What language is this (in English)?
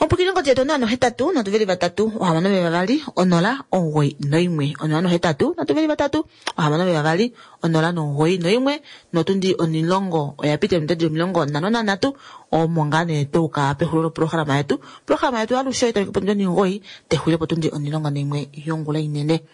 Kuanyama